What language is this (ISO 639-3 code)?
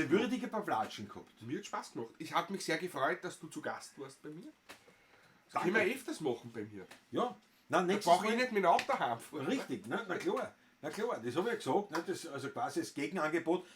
bar